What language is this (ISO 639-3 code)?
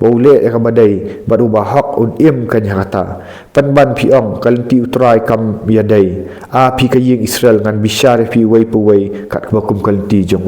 kha